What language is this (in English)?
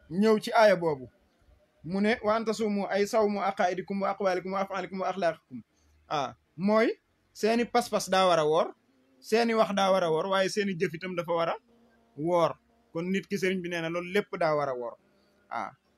Wolof